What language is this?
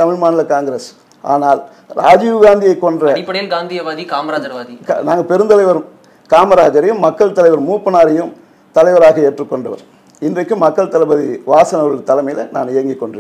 Tamil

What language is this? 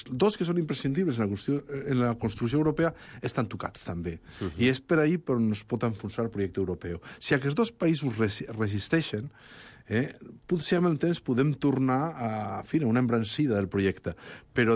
Catalan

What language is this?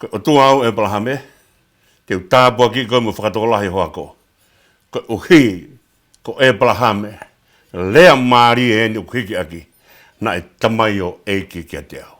Tongan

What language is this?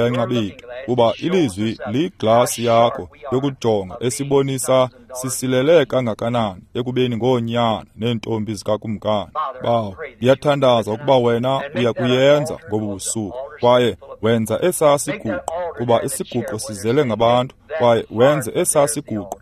Xhosa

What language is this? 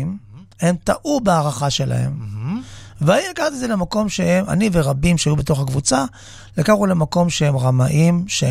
Hebrew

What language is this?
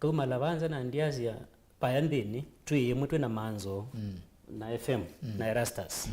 Kamba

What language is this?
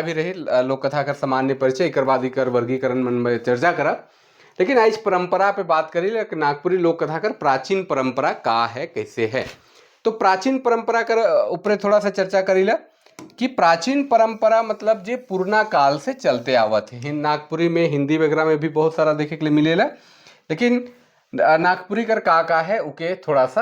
Sadri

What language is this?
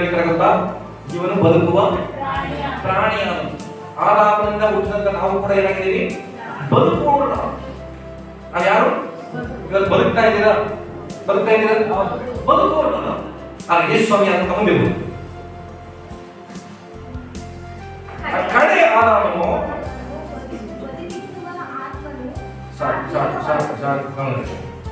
Kannada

